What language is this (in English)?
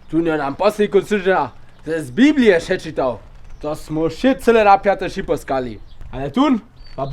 Upper Sorbian